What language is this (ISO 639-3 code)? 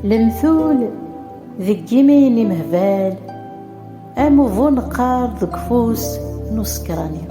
kab